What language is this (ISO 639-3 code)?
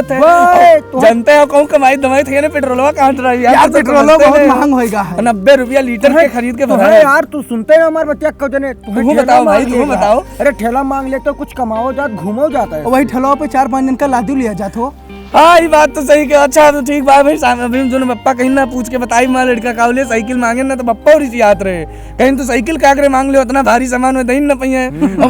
awa